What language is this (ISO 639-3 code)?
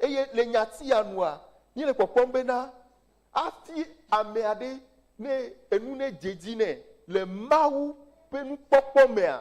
ewe